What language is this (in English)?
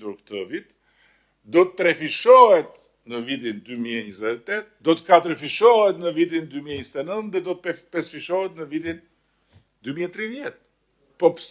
Albanian